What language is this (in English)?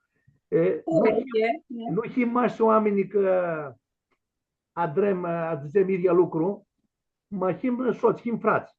Aromanian